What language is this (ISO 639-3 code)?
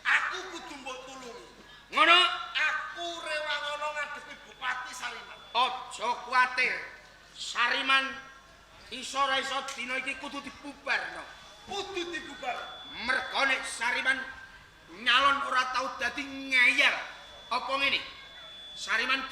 jav